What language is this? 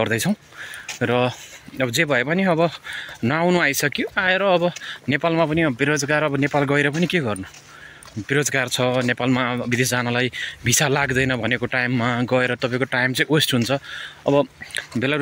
Nepali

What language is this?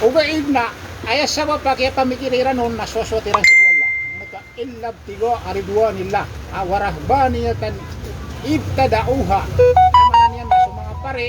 Maranao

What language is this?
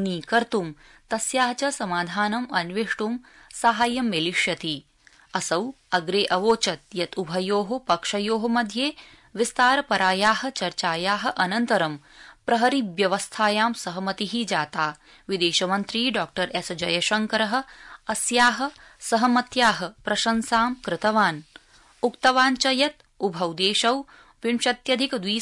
Sanskrit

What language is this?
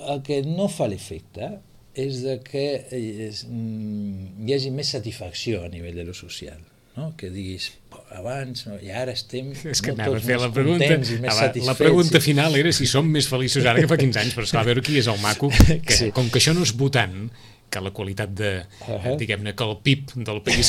Catalan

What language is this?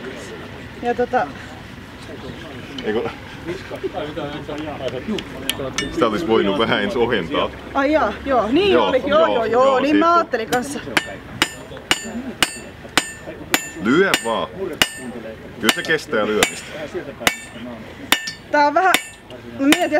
Finnish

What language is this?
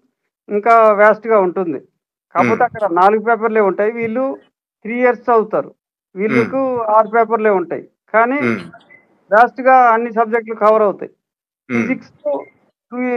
Telugu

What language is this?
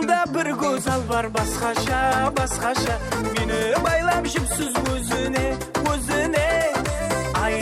Kara-Kalpak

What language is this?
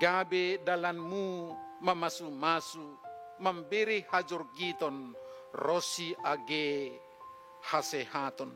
Batak Simalungun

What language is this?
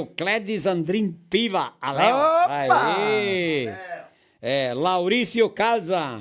Venetian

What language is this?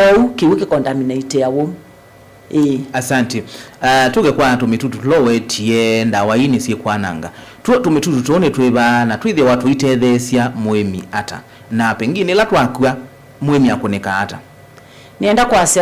Kamba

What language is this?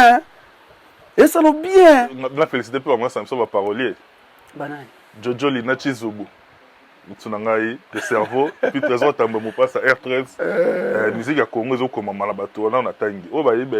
Lingala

